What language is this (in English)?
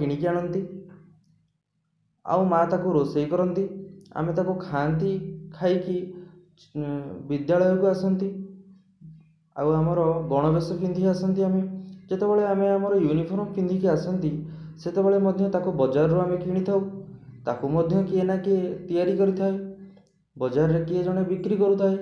Odia